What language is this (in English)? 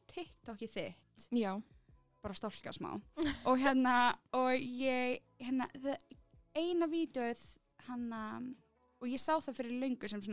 Icelandic